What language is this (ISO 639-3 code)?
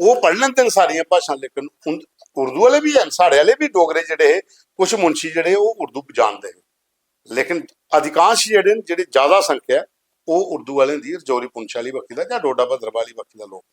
doi